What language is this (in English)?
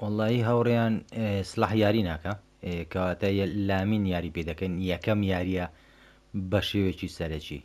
Central Kurdish